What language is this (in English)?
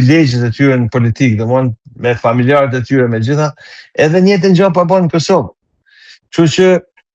Albanian